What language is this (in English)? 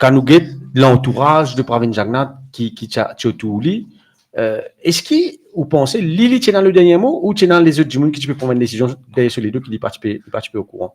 Morisyen